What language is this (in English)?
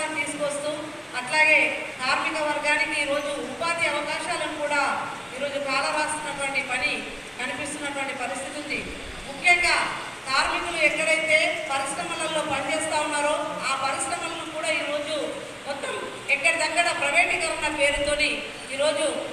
Telugu